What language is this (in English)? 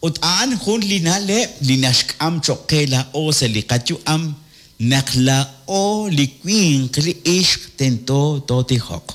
Kekchí